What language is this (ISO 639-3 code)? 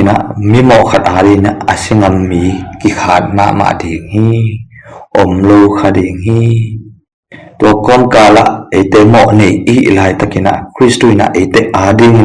ctd